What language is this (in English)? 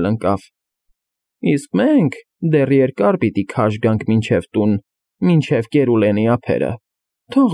Armenian